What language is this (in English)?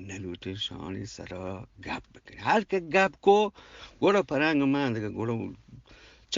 Eastern Balochi